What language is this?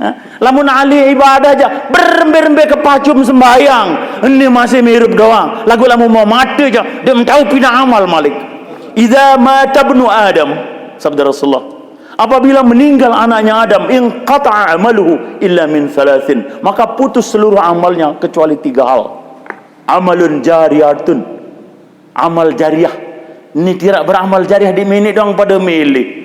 Sasak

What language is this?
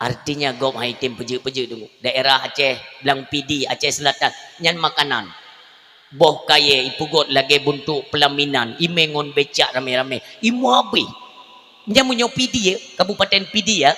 Achinese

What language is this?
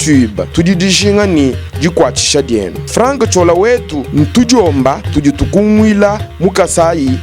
Luba-Lulua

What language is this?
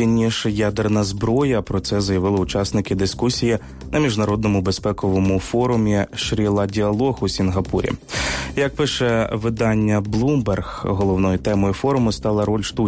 Ukrainian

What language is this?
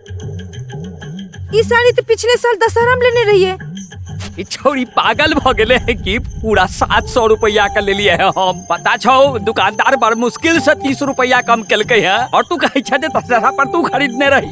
Maithili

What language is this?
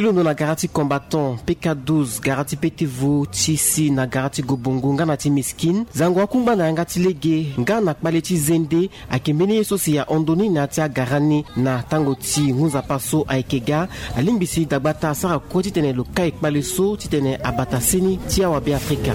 Sango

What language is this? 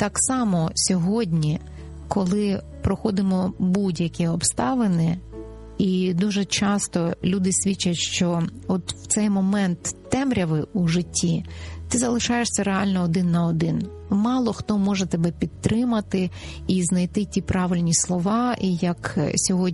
Ukrainian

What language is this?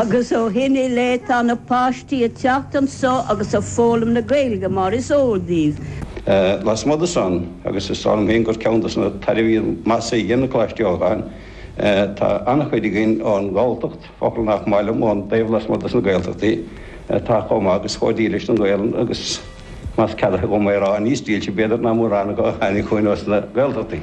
Irish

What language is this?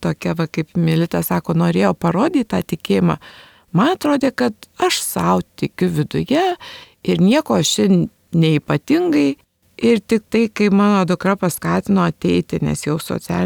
Lithuanian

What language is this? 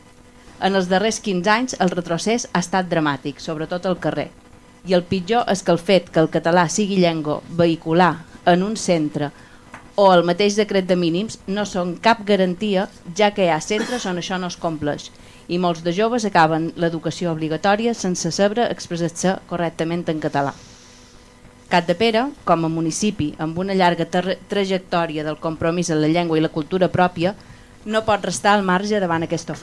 Catalan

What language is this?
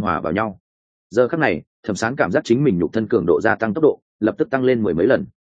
Vietnamese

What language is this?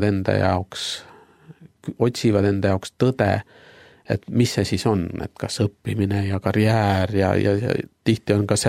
Estonian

